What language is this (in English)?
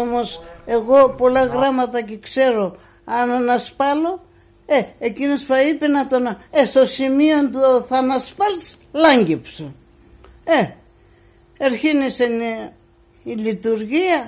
Pontic